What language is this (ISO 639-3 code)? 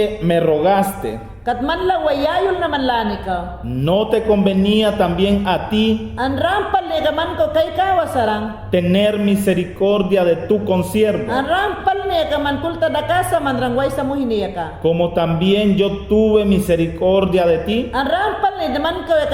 yan